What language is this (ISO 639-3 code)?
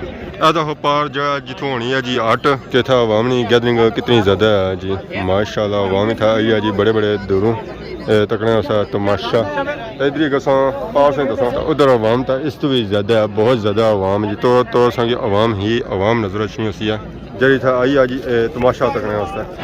phr